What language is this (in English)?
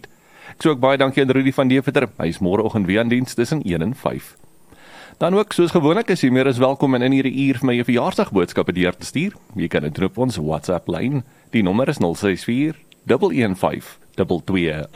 Afrikaans